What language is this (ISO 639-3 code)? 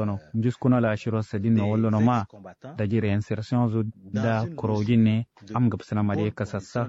kau